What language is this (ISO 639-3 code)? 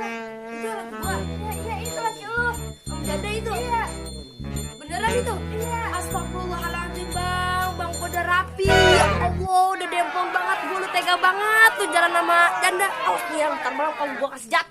bew